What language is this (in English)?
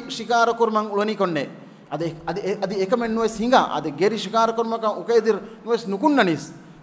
Divehi